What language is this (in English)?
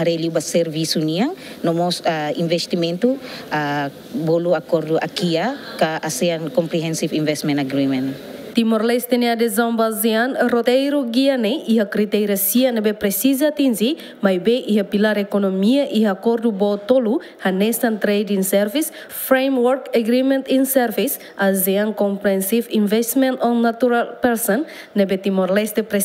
Tetum